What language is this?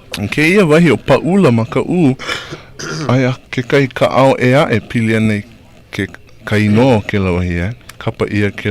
Hawaiian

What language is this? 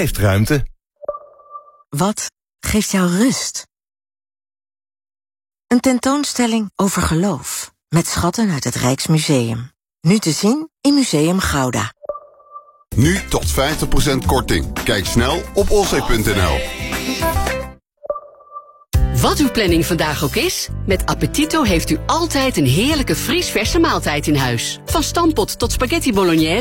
Dutch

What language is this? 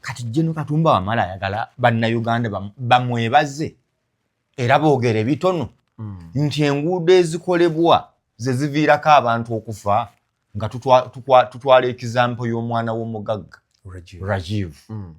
Ganda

